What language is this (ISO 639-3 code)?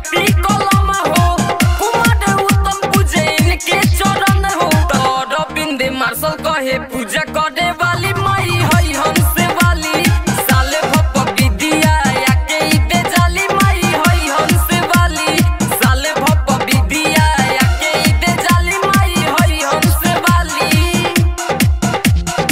bho